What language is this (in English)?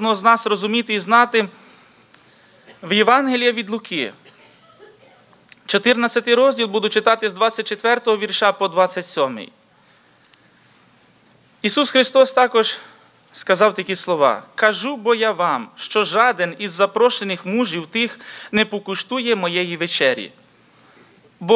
Ukrainian